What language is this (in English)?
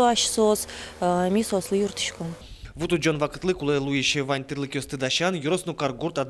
Udmurt